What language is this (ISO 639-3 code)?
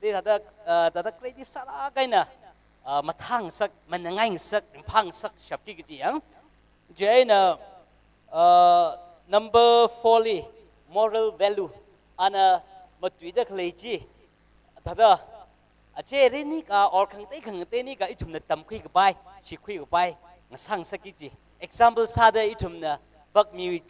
nmf